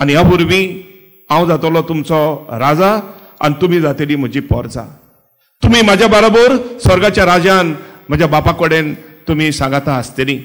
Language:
Konkani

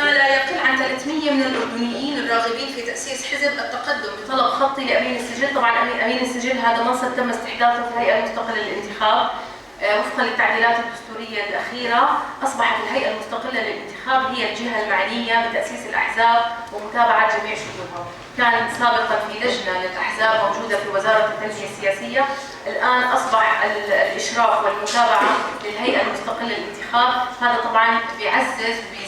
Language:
North Levantine Arabic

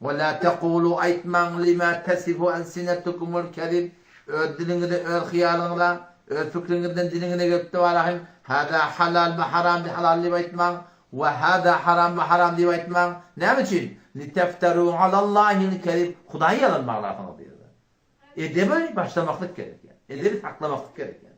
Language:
Turkmen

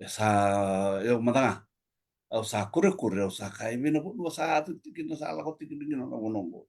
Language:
Fijian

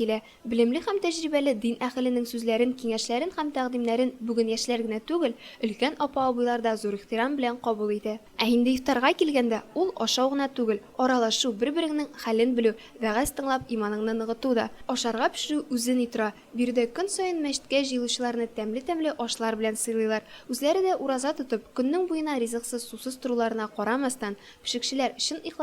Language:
Tatar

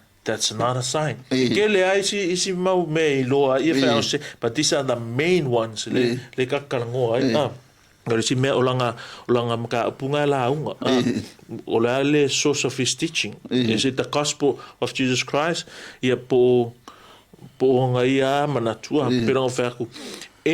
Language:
Samoan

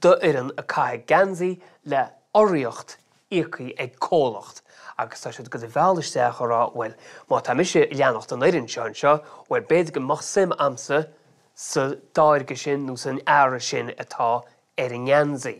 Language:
Irish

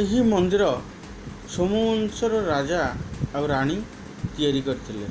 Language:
Odia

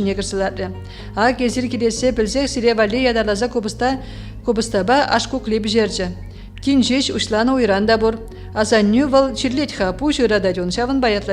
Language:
Chuvash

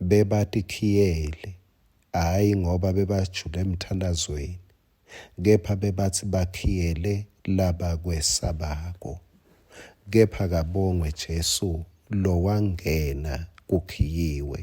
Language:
Swati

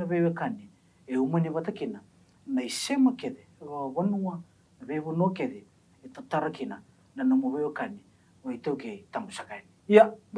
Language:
Fijian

